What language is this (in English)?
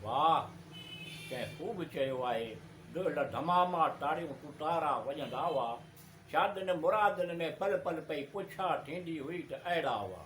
Sindhi